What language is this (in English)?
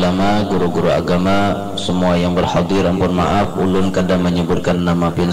Banjar